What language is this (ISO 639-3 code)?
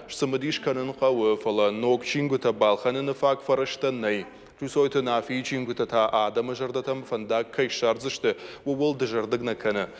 oss